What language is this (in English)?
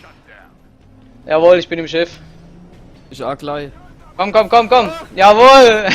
Palatine German